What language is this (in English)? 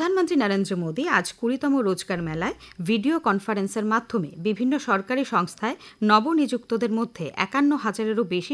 Bangla